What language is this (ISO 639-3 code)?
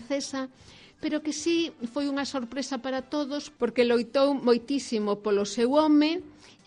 glg